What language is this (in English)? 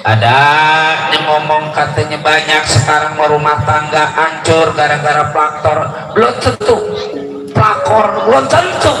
Betawi